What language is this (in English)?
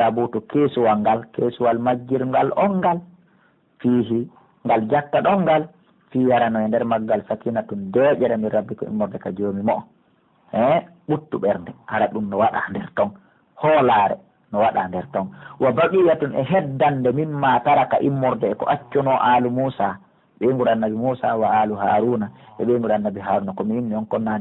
Pular